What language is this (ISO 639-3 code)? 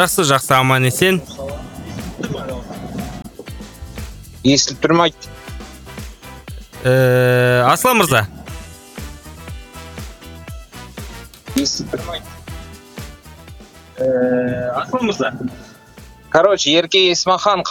kaz